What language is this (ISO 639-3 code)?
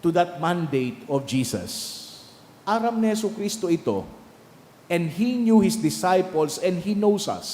bik